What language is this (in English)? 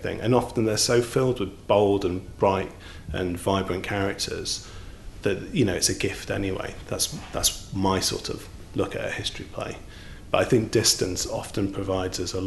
English